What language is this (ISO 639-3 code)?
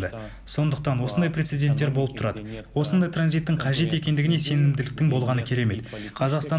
kaz